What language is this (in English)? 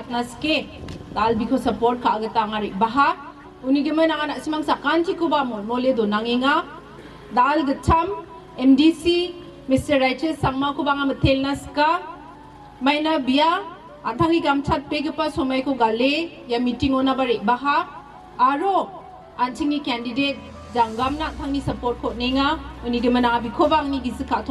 Garo